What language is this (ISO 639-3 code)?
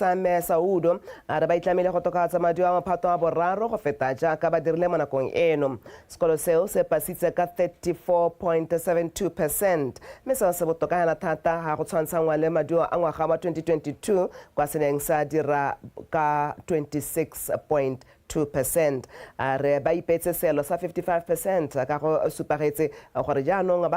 tsn